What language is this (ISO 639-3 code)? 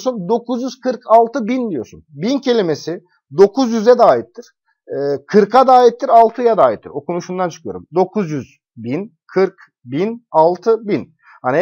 tur